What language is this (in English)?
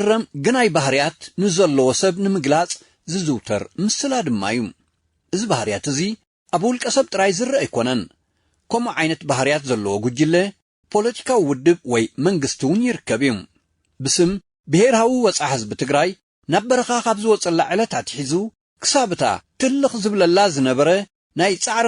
Tigrinya